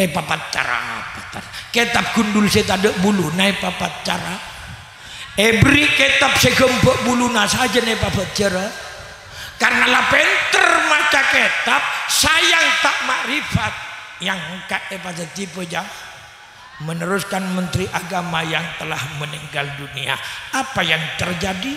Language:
Madurese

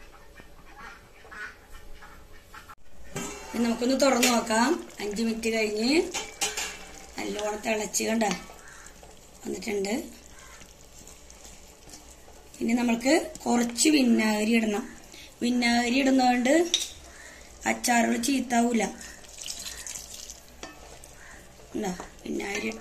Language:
Malayalam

